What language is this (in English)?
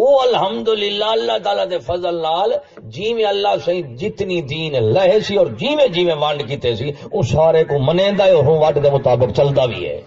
Saraiki